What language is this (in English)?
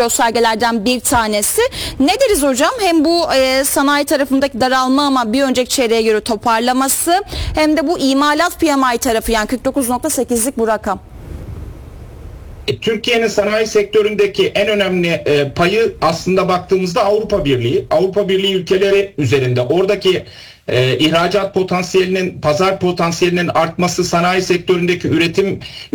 Turkish